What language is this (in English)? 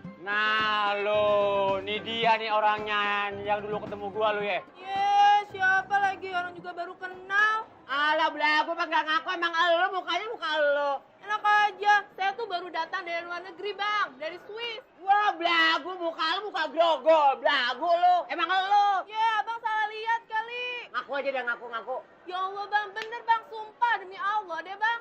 Betawi